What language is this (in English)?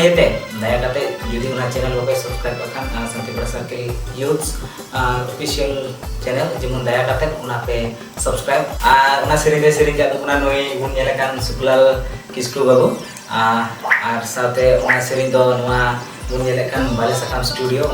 Santali